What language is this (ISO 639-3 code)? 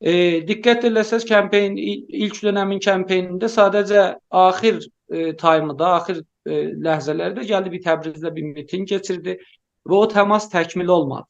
azb